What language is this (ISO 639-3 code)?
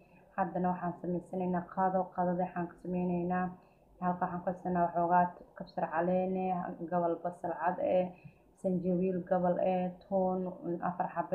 som